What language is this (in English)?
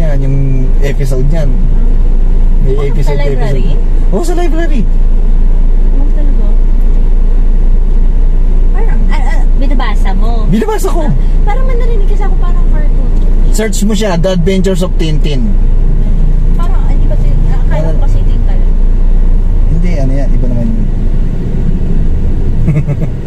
Filipino